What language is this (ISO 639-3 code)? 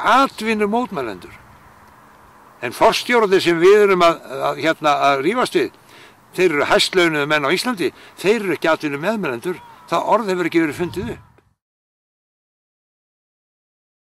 isl